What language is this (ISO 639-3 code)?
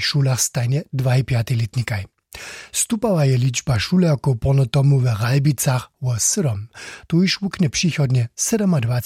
hsb